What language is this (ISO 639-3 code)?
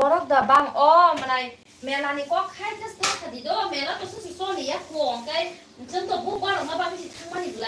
trp